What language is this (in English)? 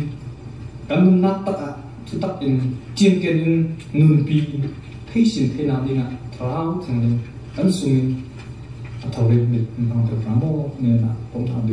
Falam Chin